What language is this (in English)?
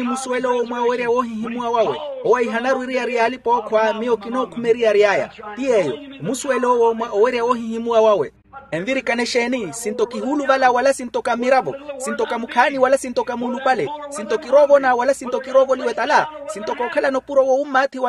Makhuwa